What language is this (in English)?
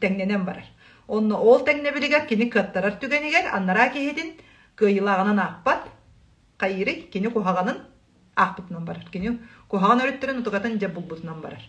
Yakut